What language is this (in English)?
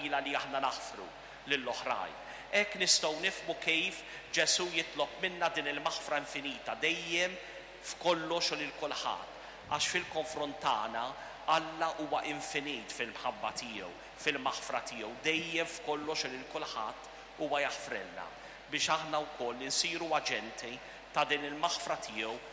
Maltese